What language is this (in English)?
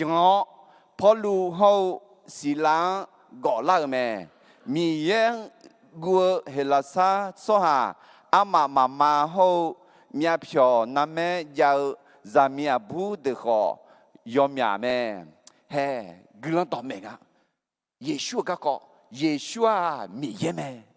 Akha